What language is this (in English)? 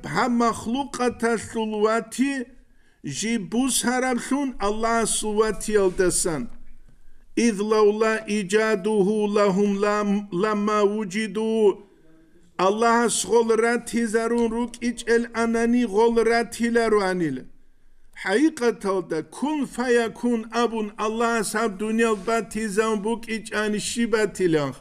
Avaric